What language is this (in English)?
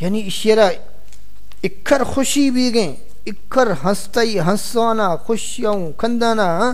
Saraiki